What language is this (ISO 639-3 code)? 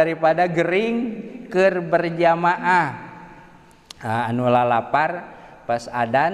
sun